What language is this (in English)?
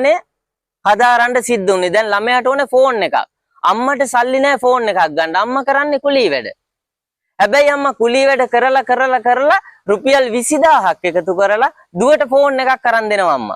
Sinhala